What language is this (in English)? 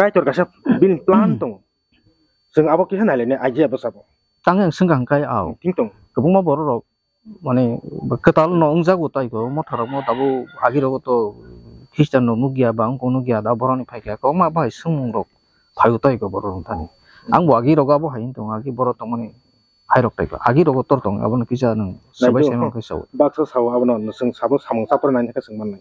Kok Borok